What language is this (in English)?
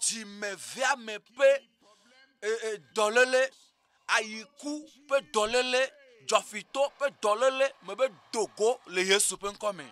Ewe